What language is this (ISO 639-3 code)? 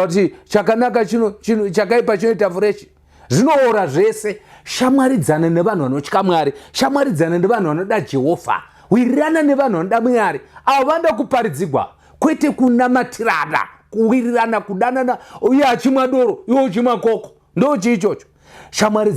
sna